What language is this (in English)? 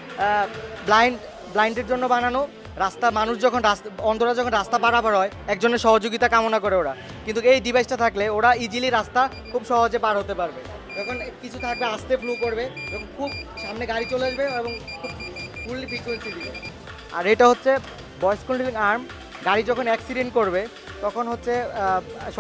Bangla